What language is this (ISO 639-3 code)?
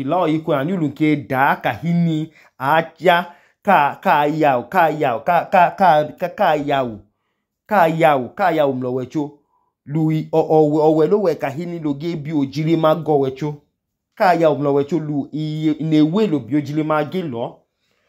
idu